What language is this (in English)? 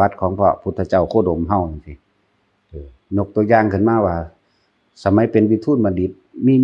Northeastern Thai